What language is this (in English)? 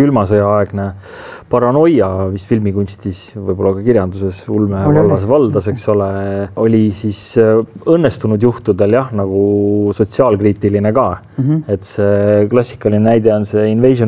Estonian